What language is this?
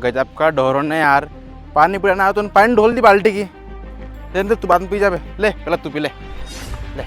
Rajasthani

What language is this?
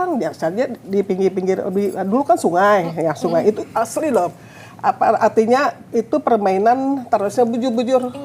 Banjar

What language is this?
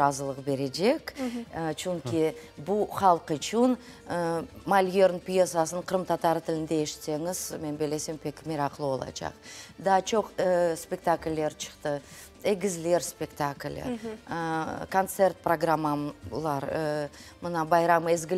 Crimean Tatar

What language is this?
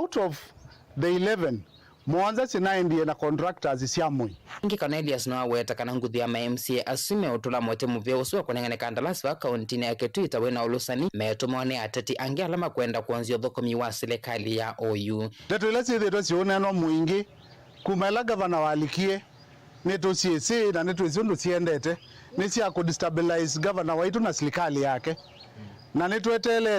Kamba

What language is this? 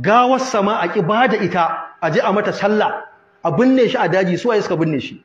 Hausa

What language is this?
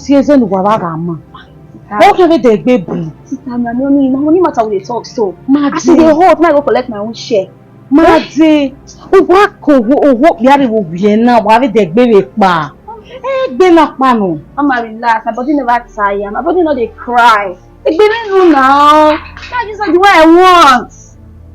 Bini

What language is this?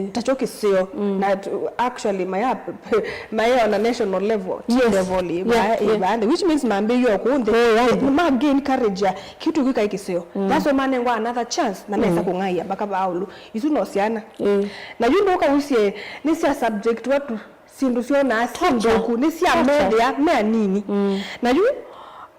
Kamba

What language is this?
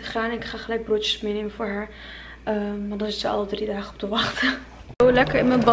Dutch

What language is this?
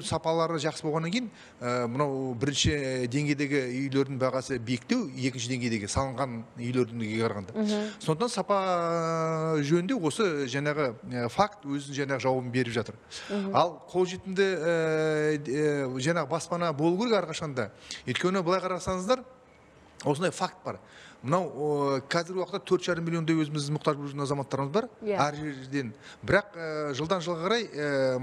Kazakh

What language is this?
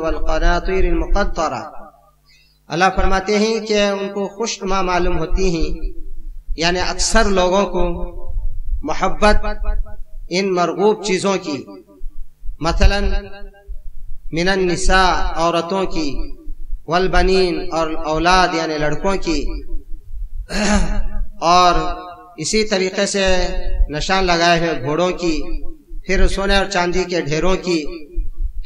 Urdu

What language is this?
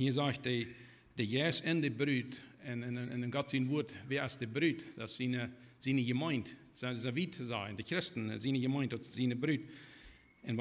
Plautdietsch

